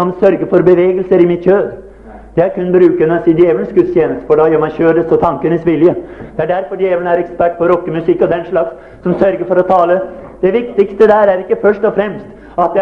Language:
Norwegian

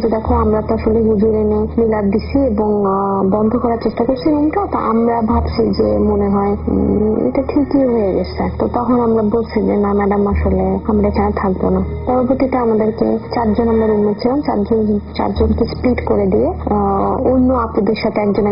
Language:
Bangla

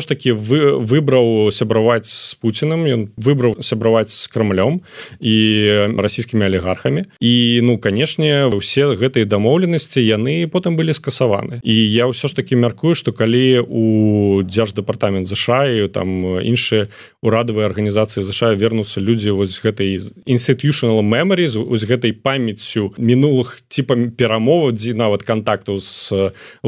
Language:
Belarusian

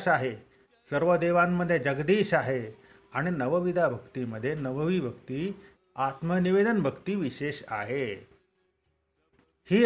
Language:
Marathi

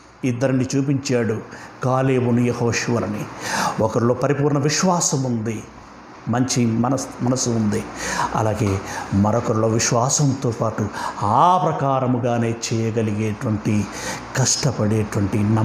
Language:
Telugu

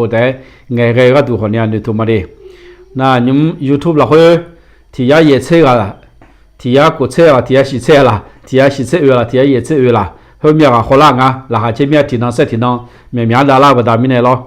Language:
Akha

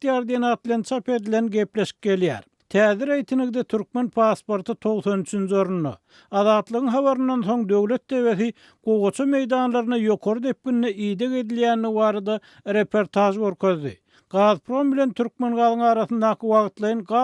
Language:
Turkmen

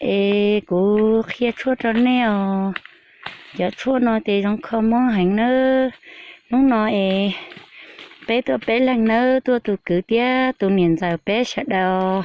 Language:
Hmong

